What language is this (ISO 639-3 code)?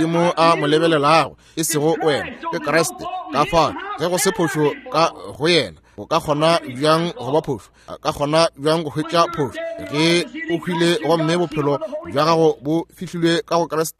nso